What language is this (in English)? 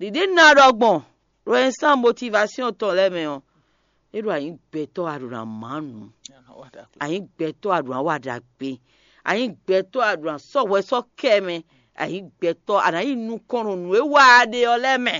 Fon